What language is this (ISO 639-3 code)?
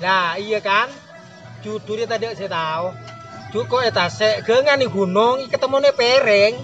mad